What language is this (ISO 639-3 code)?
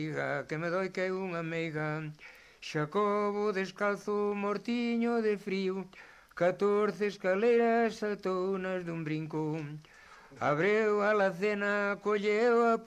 glg